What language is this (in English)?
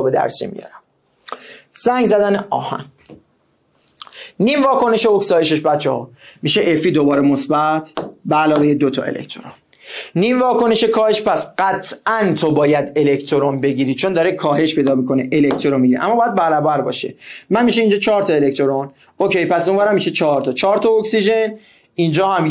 Persian